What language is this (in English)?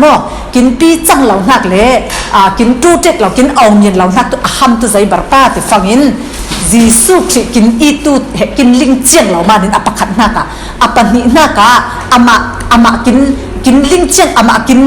Falam Chin